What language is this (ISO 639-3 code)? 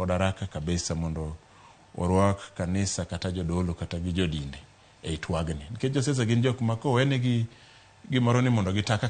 luo